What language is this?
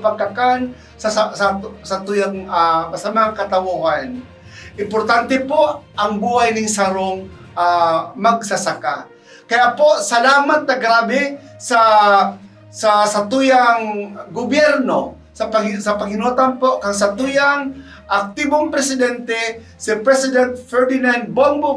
Bikol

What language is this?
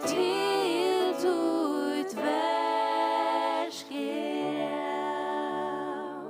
Faroese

